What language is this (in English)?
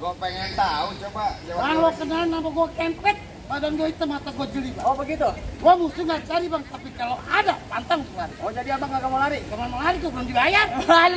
Betawi